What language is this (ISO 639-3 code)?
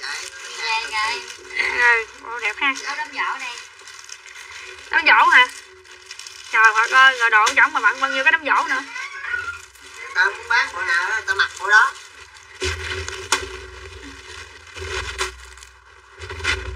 vie